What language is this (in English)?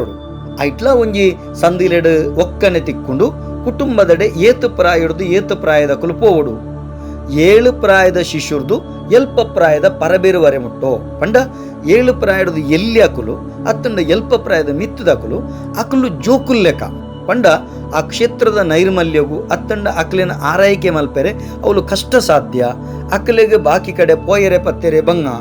Tulu